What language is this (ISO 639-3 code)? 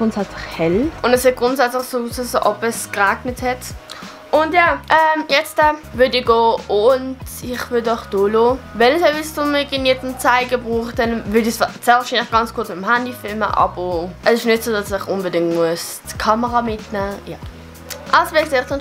gsw